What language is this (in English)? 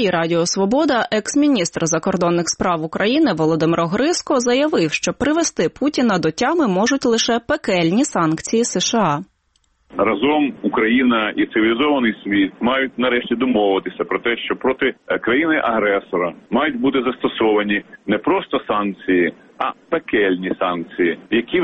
Ukrainian